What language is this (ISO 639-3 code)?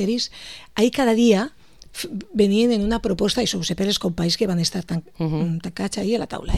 cat